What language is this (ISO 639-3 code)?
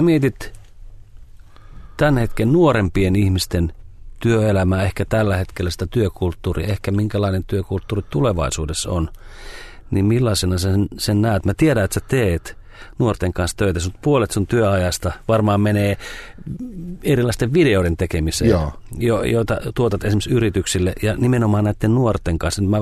fin